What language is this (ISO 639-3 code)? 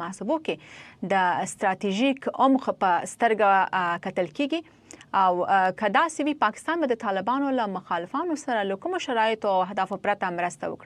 pus